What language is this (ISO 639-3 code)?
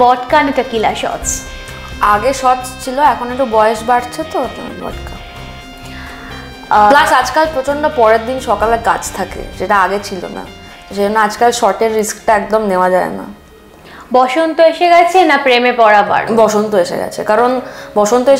ben